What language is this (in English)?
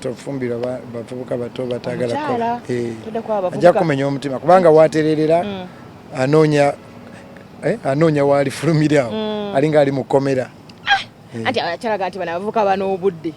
Ganda